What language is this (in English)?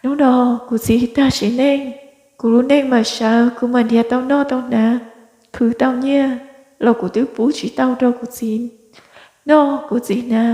Hmong